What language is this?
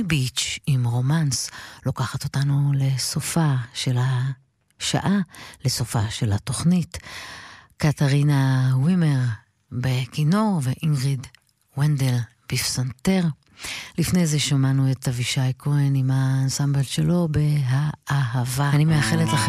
Hebrew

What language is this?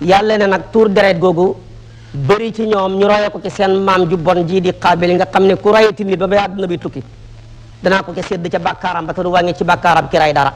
Wolof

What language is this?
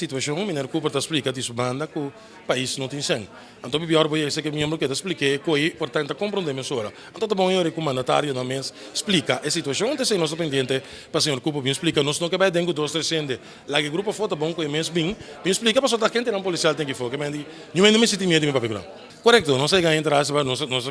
Papiamento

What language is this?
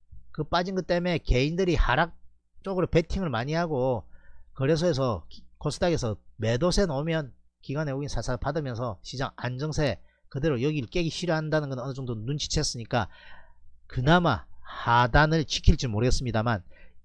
Korean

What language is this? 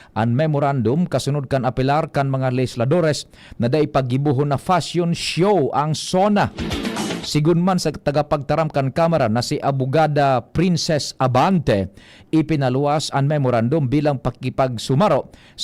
Bikol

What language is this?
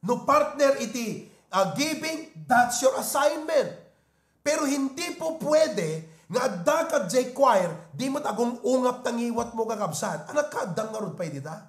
Iloko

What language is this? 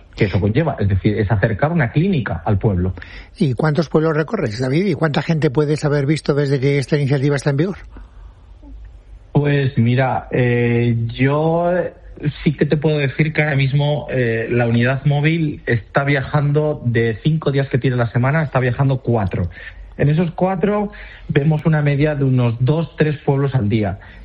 Spanish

